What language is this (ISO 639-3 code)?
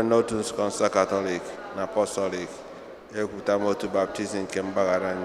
ibo